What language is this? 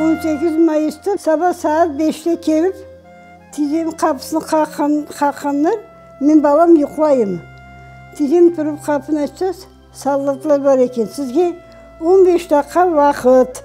Crimean Tatar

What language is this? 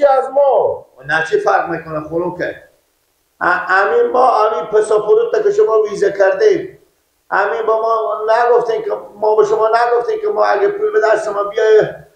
Persian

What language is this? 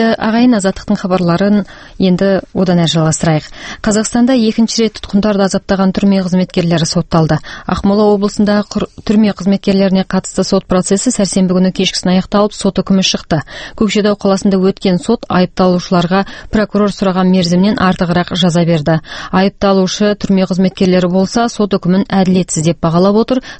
Kazakh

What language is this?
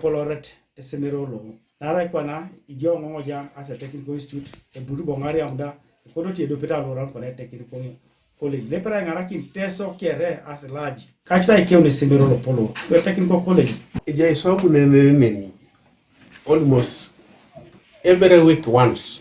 Teso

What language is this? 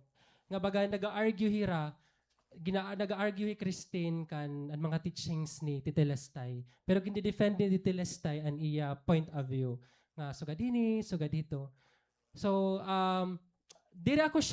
Waray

